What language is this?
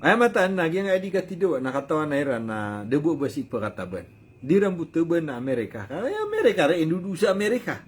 Maranao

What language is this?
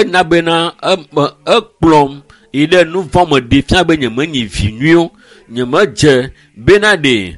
Ewe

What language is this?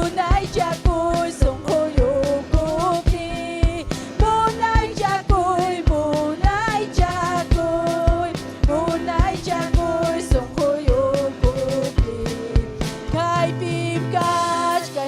Ayacucho Quechua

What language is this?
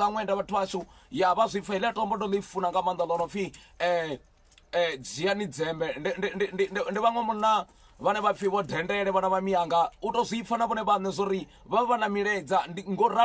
Venda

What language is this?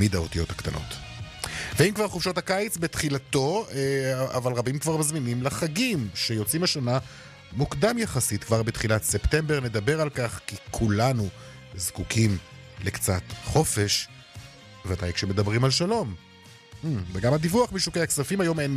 Hebrew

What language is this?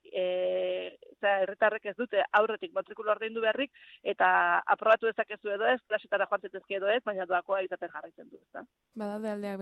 Basque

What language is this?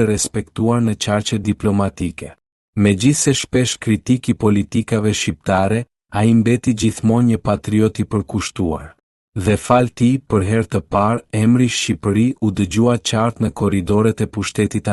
Albanian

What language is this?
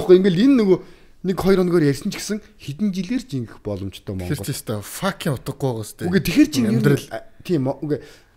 Mongolian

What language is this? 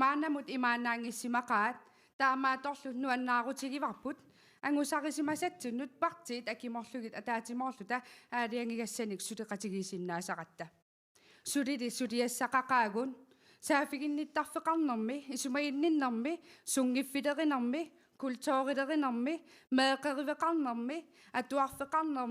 Kalaallisut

